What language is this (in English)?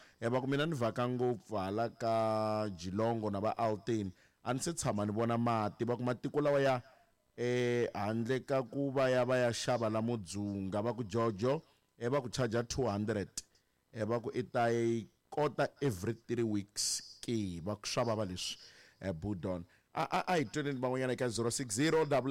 Tsonga